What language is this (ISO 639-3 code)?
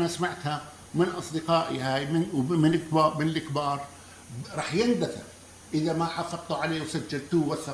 apc